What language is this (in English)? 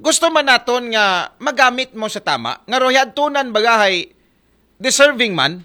Aklanon